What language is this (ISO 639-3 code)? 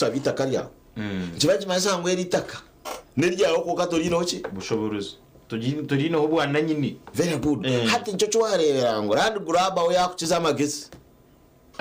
nyn